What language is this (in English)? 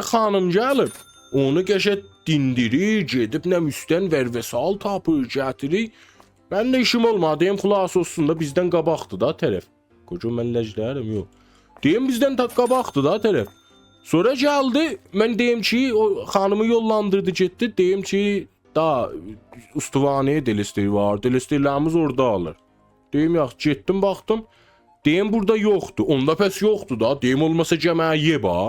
South Azerbaijani